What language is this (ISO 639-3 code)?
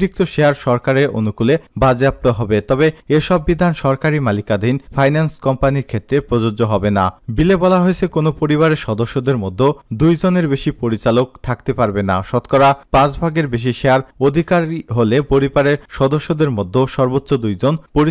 ben